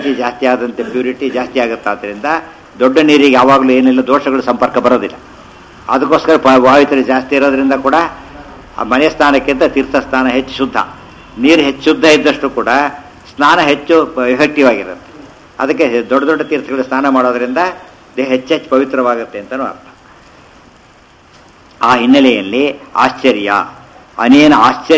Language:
Kannada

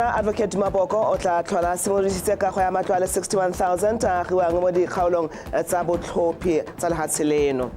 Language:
Tswana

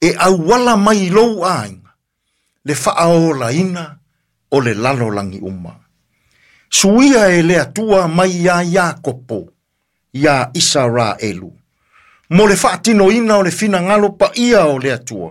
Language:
Samoan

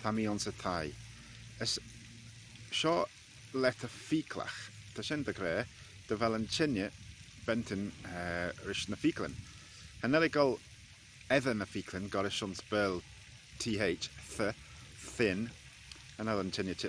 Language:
Manx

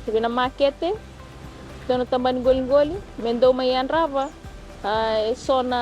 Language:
Fijian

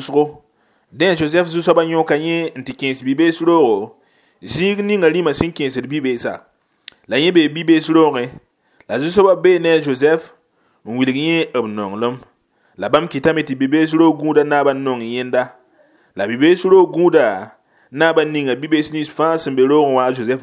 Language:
Mossi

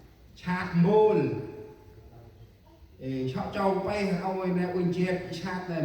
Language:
Central Mnong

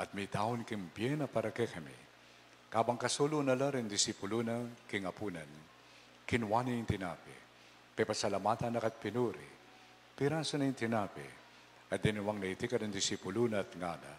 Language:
Pampanga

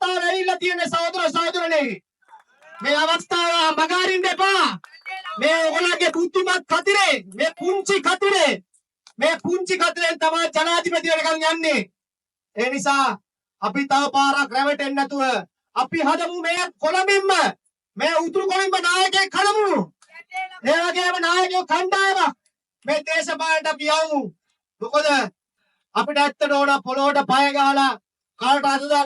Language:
Sinhala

